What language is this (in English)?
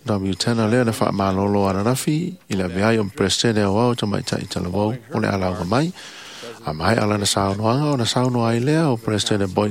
Samoan